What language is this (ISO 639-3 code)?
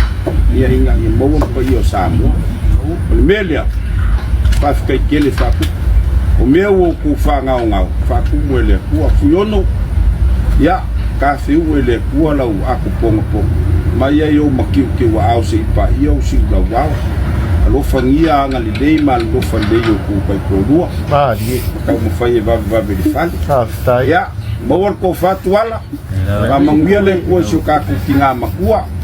smo